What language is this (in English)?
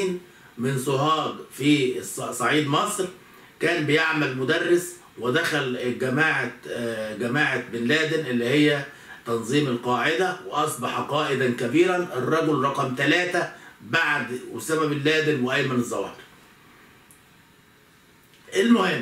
Egyptian Arabic